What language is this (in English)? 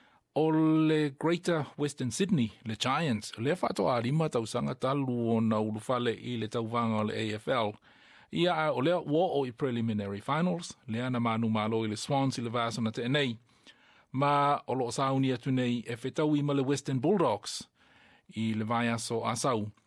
Samoan